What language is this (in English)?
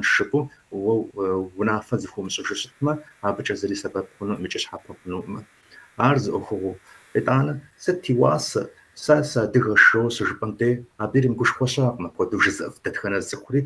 Kabardian